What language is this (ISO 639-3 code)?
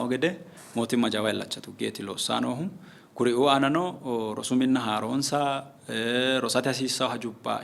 sid